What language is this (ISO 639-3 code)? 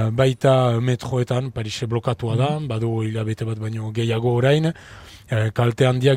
eus